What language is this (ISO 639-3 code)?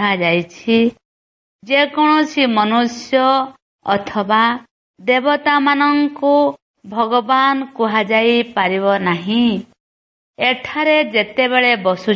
ori